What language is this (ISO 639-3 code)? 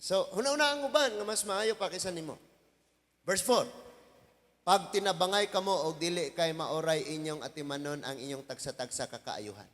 ceb